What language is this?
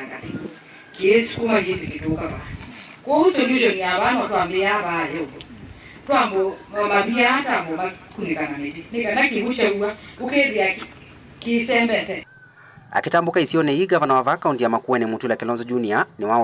Kamba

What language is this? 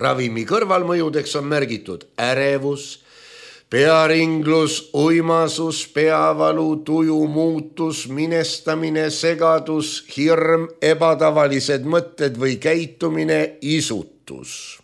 Estonian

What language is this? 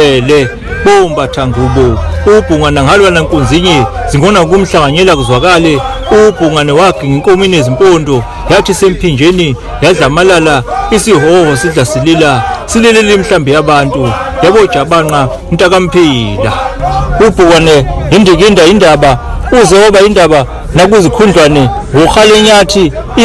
Zulu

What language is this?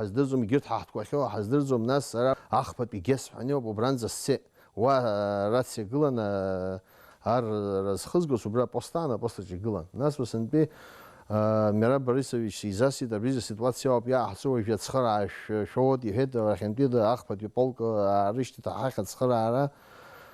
Abkhazian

